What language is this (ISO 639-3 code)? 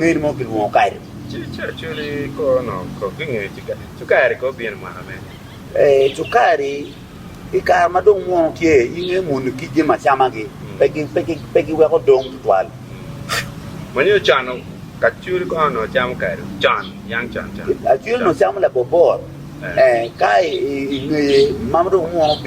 ach